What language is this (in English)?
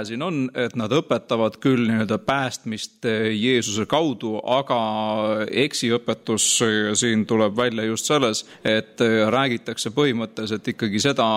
Estonian